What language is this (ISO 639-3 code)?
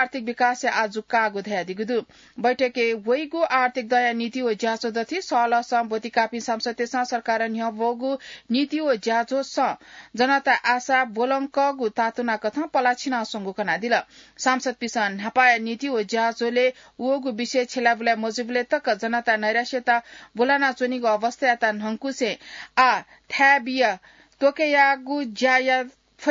new